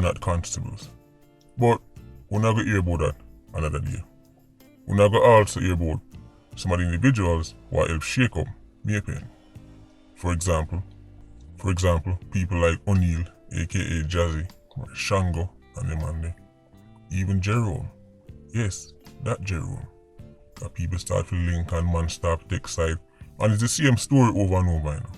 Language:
Jamaican Creole English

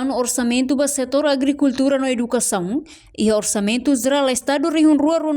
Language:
Tetum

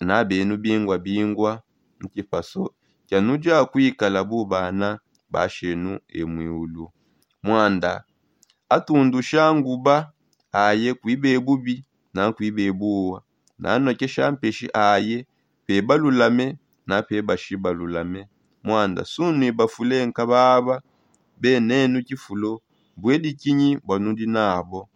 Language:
Songe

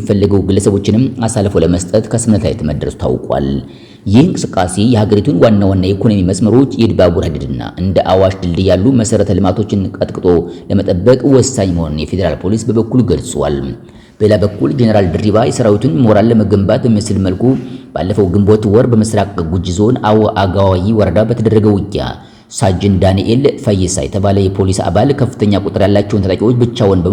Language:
Amharic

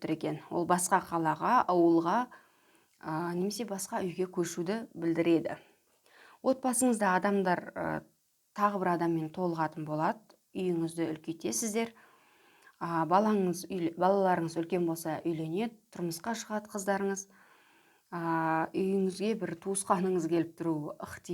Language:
Kazakh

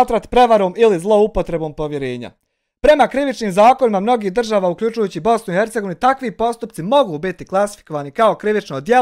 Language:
Bosnian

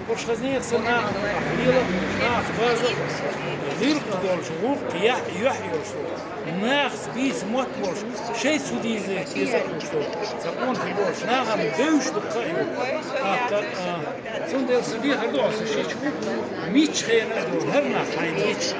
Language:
Chechen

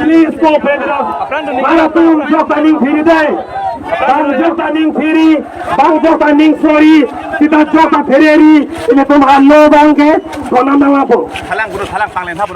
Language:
Karbi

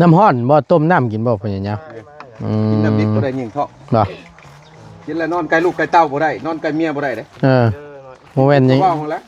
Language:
Northeastern Thai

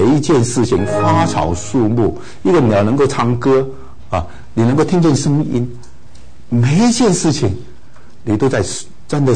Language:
Chinese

